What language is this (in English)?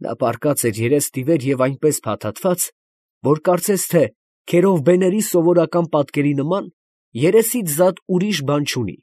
Armenian